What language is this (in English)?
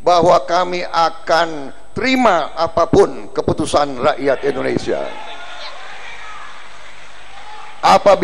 Indonesian